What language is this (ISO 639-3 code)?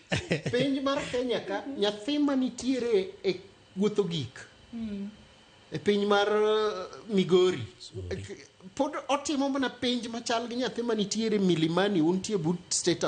luo